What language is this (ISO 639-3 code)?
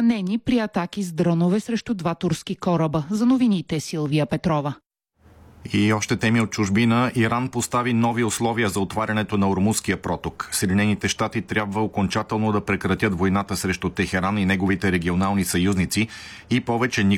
bul